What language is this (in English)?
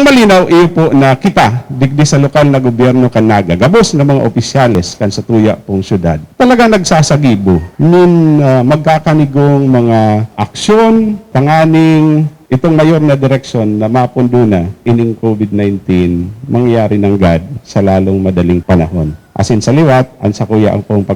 Bikol